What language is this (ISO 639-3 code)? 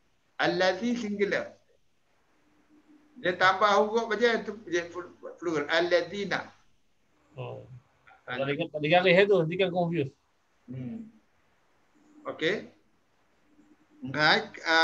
msa